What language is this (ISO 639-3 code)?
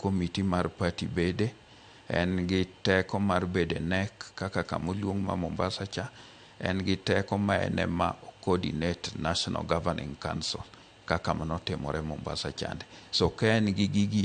luo